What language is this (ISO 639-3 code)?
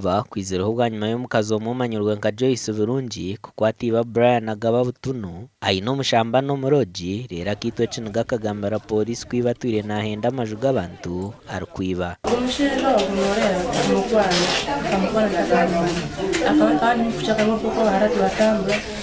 nyn